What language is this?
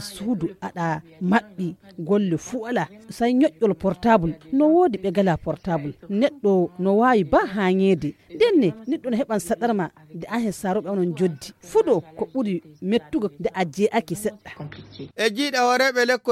Fula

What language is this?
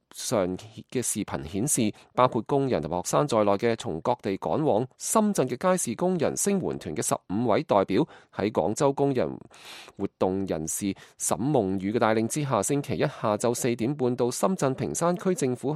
Cantonese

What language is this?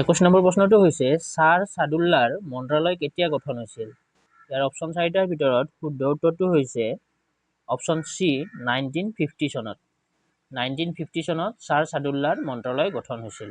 Assamese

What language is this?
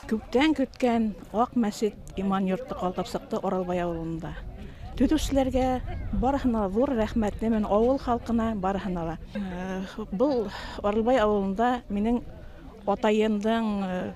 Bashkir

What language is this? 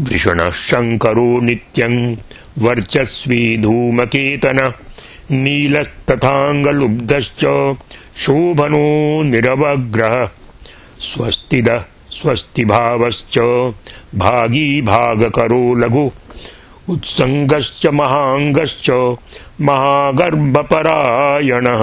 Sanskrit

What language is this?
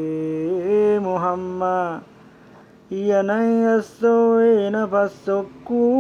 Buginese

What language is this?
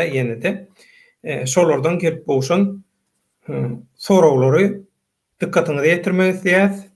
Turkmen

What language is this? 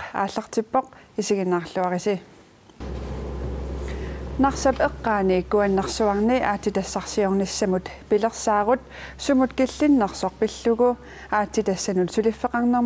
Kalaallisut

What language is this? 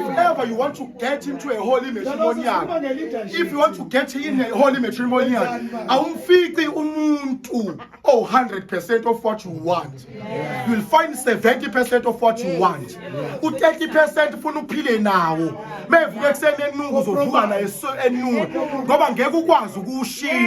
Zulu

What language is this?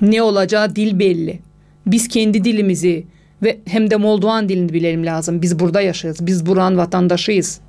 Gagauz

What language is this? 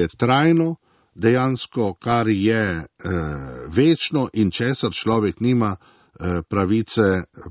Slovenian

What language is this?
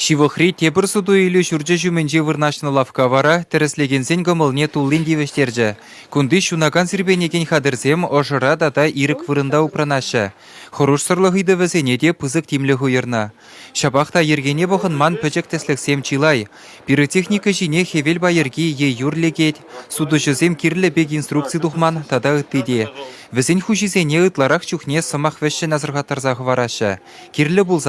Chuvash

